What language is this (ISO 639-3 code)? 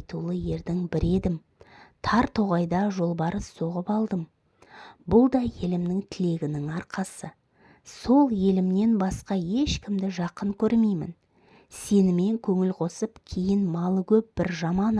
kaz